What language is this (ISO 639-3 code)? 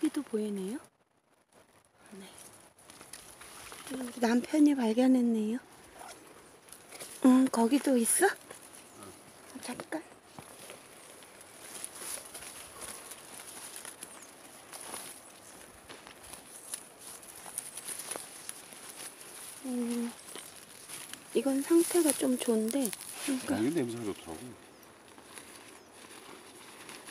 kor